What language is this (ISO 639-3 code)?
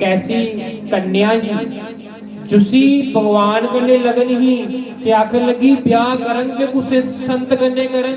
doi